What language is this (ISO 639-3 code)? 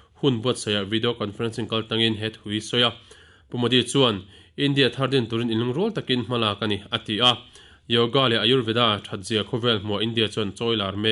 lus